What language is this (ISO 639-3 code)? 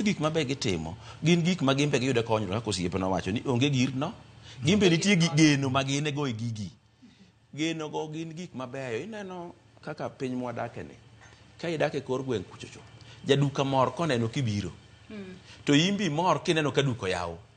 luo